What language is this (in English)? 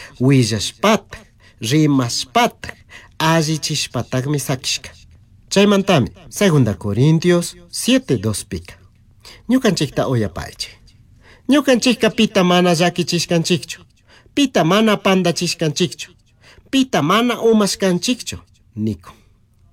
Chimborazo Highland Quichua